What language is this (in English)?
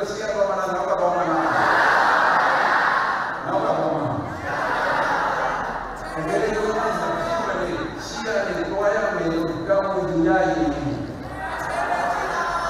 Burmese